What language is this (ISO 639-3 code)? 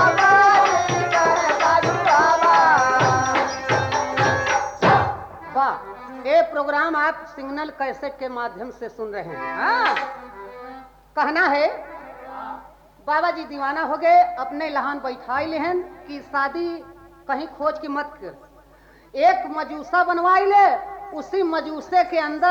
bho